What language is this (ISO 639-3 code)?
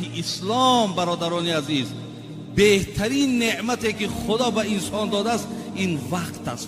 tgk